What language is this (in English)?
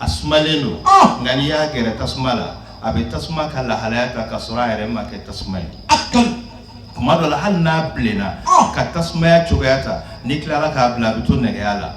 Bambara